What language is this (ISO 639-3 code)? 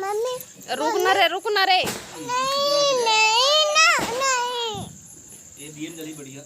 hne